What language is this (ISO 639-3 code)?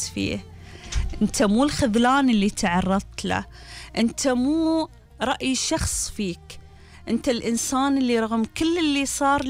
afb